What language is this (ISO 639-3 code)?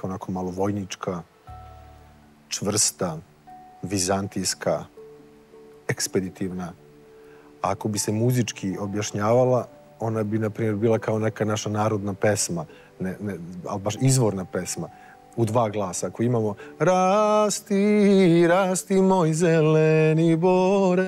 srp